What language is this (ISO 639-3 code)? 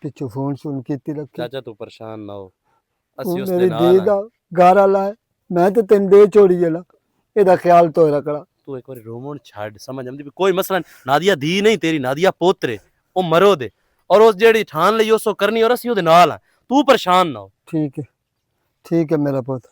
lah